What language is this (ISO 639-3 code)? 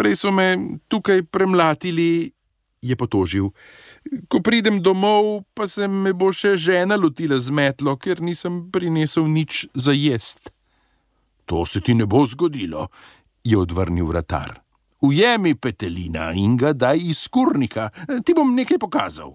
slv